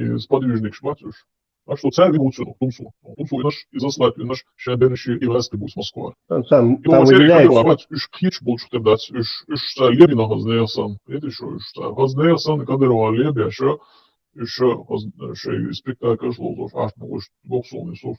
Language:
Chechen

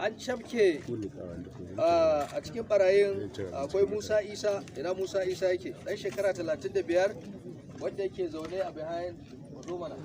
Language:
Hausa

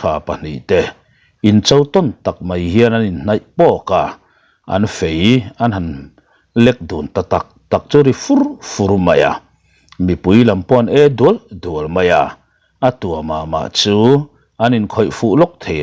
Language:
Mizo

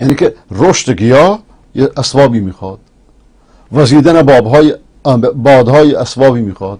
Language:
Persian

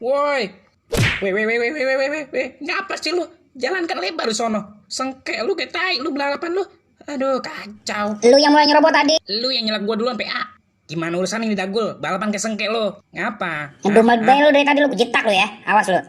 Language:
Betawi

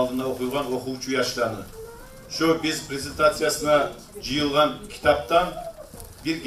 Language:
Kumyk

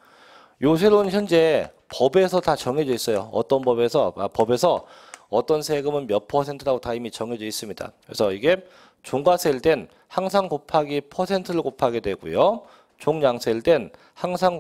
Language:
Korean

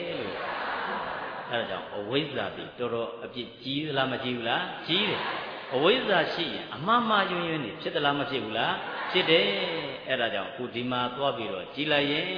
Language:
Burmese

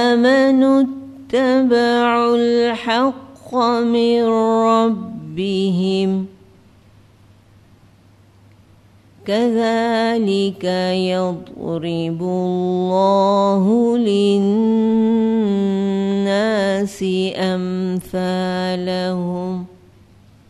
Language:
Urdu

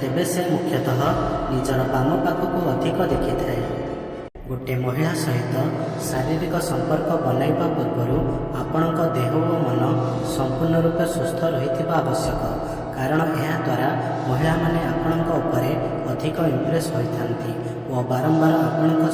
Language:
Odia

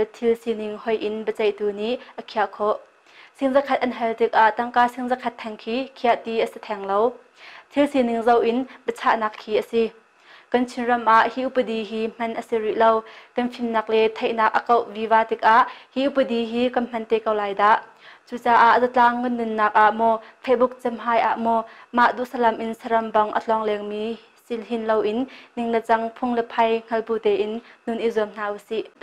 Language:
Hakha Chin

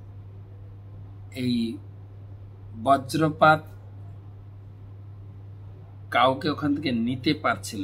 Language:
Bangla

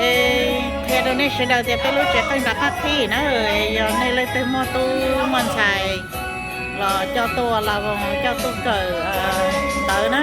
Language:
Hmong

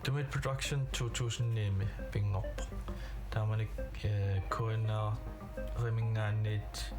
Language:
Kalaallisut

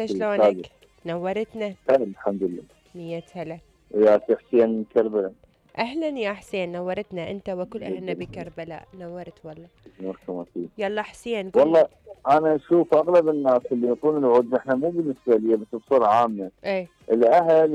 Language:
Mesopotamian Arabic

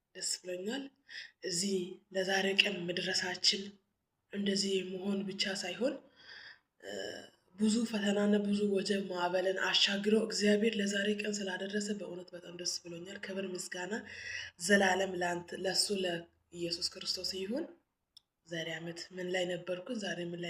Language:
Amharic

